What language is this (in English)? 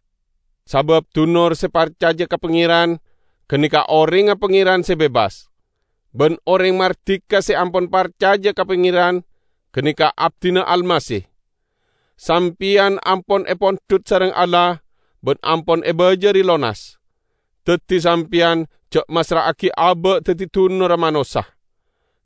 Madurese